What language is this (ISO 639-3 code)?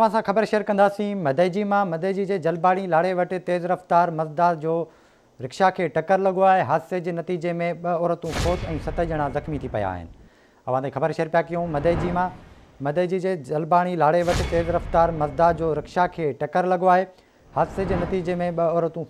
snd